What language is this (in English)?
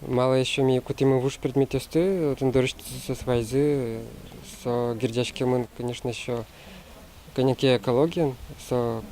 Udmurt